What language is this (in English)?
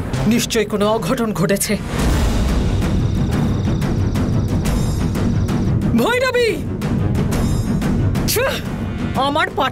Bangla